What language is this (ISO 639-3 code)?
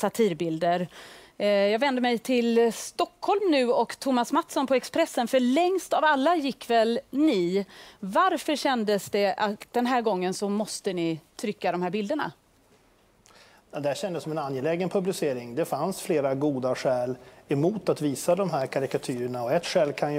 swe